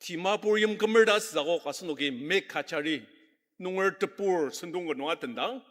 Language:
Ao Naga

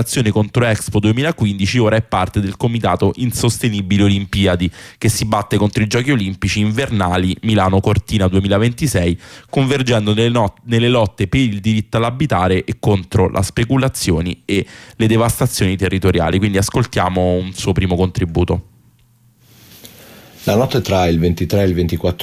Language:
Italian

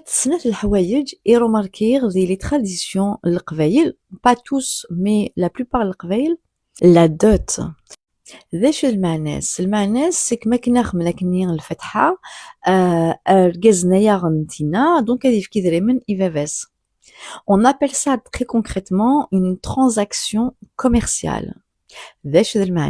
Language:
Kabyle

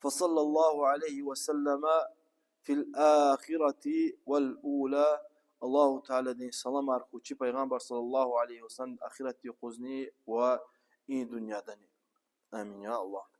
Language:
Lezghian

